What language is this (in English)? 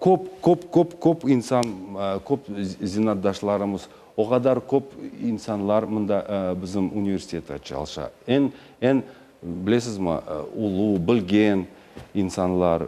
Crimean Tatar